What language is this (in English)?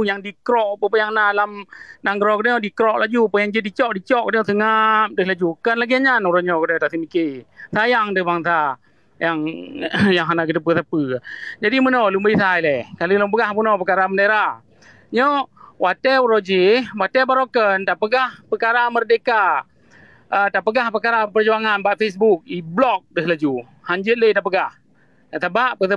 Achinese